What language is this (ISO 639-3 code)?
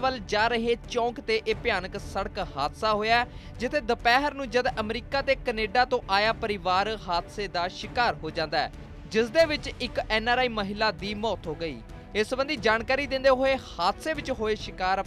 pan